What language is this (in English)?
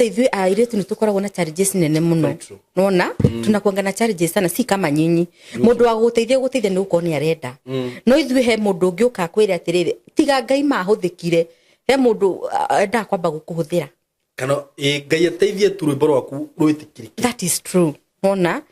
Kikuyu